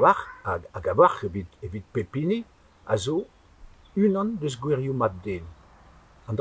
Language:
Breton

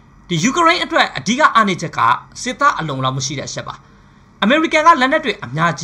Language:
Burmese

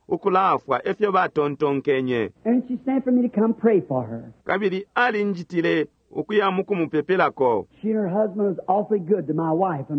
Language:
Bemba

